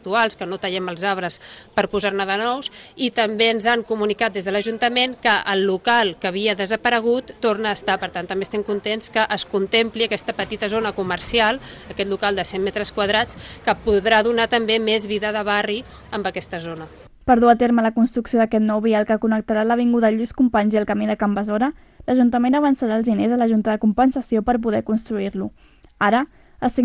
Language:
Catalan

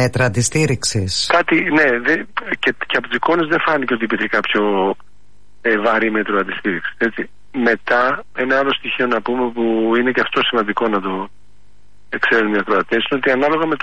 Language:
Greek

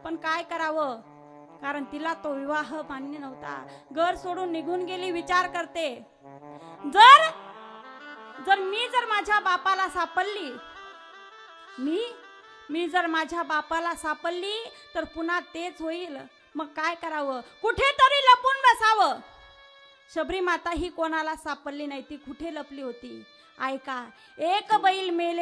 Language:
Marathi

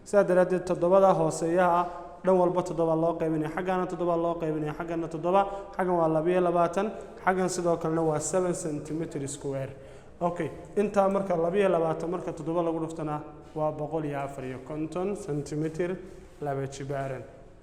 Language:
Somali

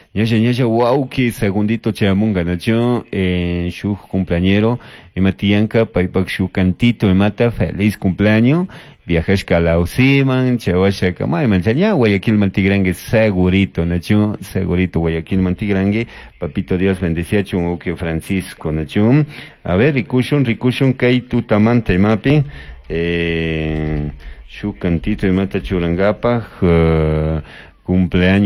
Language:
Chimborazo Highland Quichua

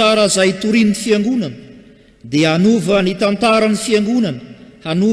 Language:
Malagasy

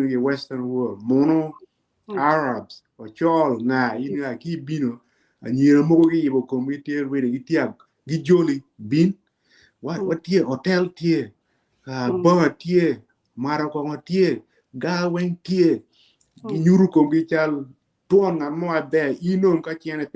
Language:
Acoli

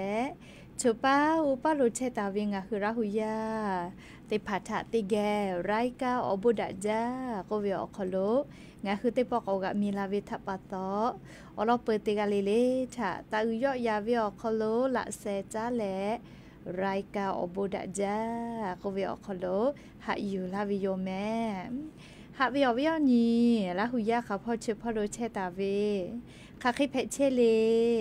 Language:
Lahu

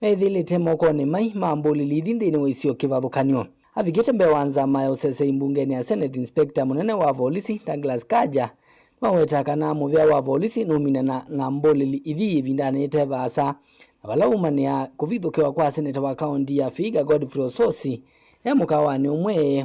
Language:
Kamba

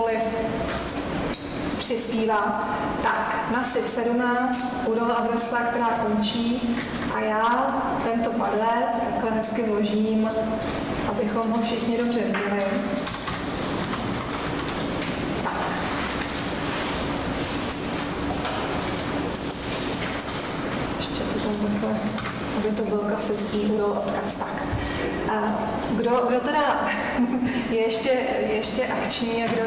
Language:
Czech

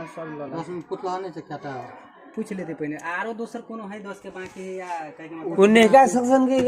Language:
Maithili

